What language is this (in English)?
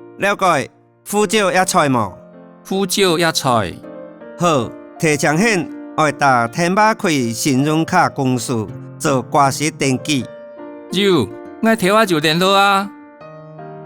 Hakka Chinese